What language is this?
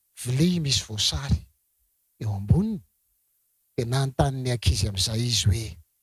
Malagasy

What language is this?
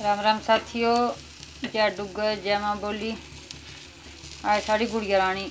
Dogri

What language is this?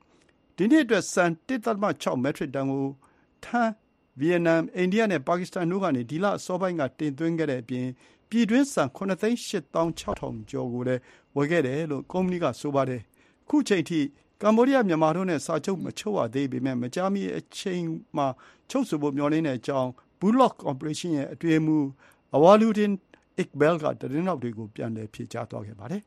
Burmese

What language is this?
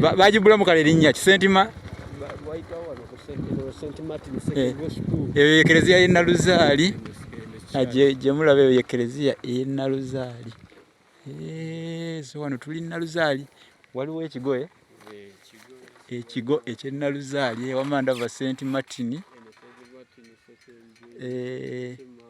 Ganda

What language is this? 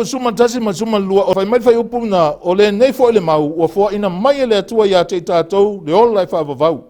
Samoan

